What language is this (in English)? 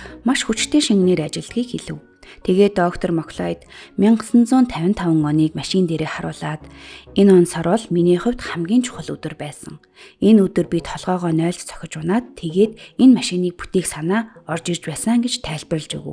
Mongolian